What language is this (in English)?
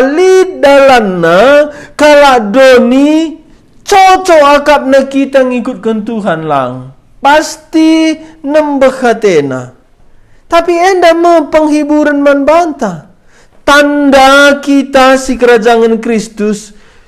Batak Karo